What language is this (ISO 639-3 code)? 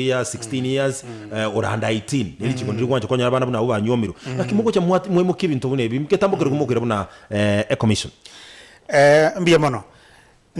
guz